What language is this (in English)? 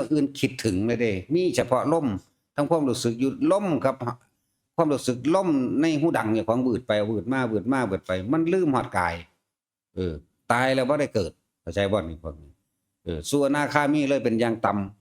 Northeastern Thai